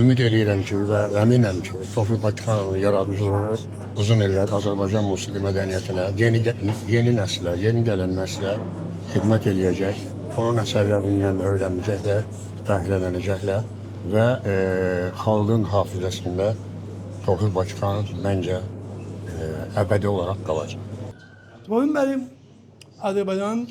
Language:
Azerbaijani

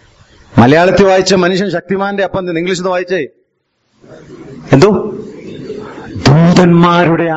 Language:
Malayalam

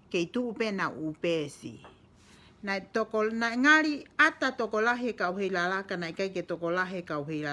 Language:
Tongan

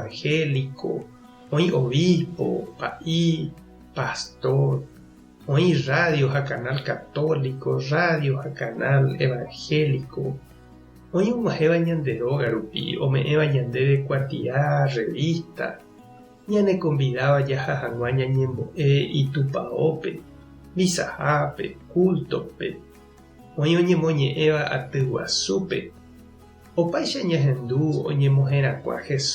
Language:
Guarani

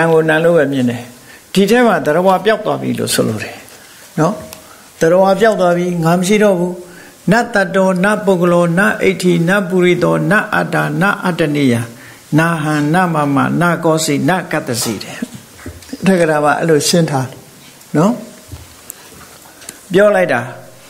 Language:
Burmese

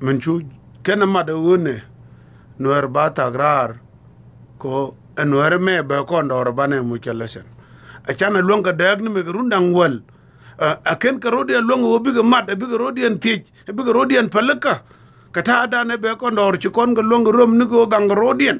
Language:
Nuer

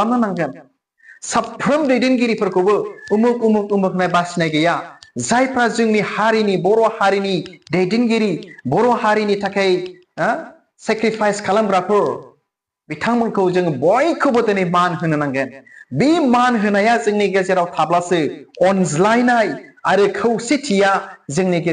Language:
Bodo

